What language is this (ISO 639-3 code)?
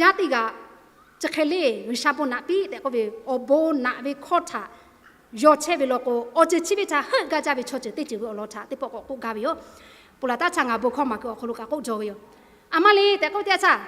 lhu